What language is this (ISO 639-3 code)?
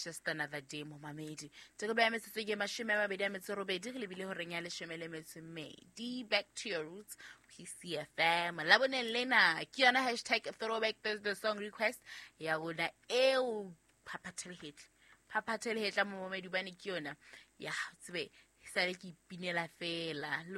sot